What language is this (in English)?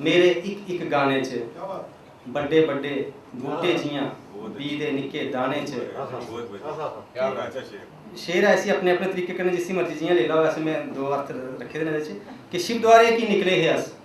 Dogri